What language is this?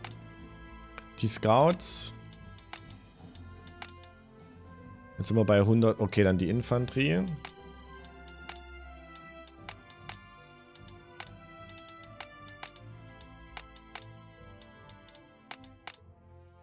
German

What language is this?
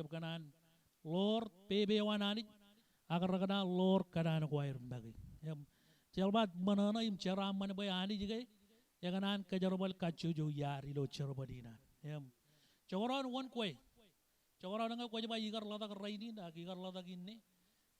Marshallese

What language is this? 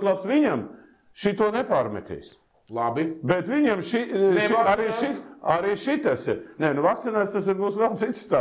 Latvian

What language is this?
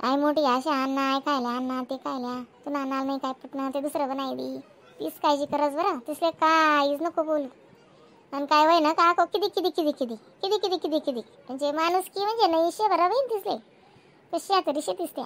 Khandesi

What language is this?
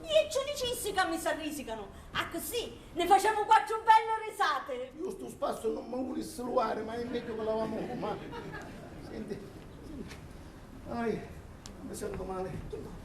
Sicilian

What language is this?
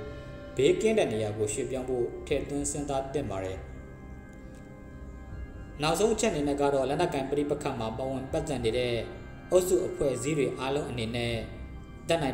Burmese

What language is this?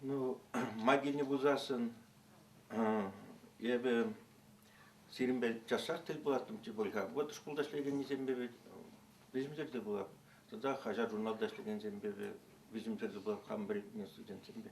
Chuvash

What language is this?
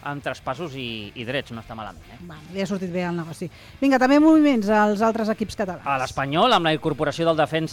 Catalan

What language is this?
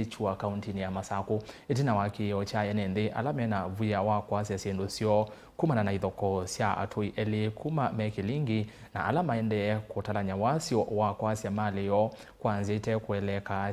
Kamba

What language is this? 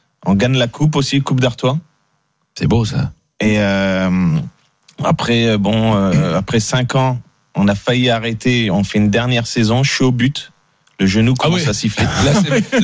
French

